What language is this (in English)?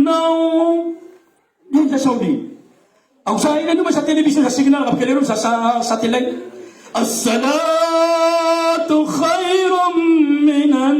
Maranao